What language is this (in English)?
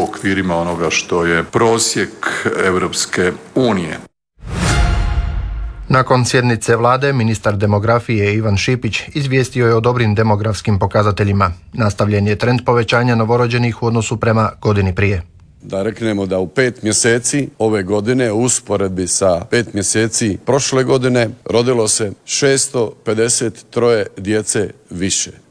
Croatian